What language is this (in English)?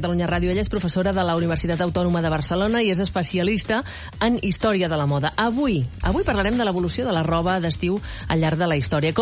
Catalan